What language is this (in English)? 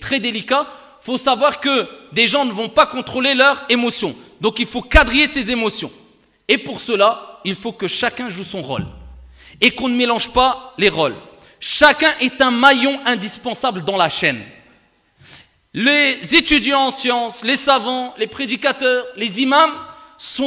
French